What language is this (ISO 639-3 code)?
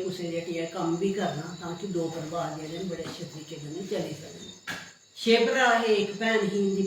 doi